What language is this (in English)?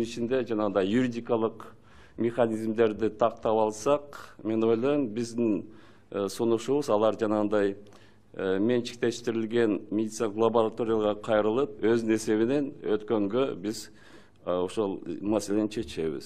Kyrgyz